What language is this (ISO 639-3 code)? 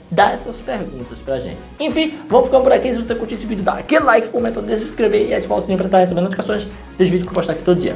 por